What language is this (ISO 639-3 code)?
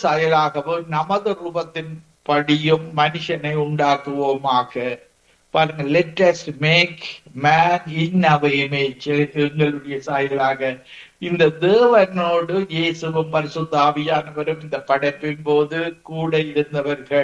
tam